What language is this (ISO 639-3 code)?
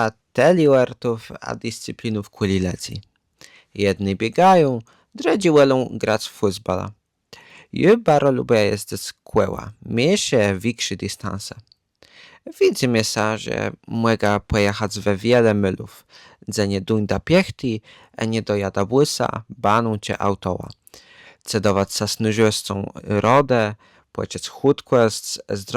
csb